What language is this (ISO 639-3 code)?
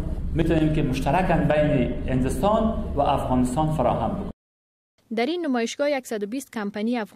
fas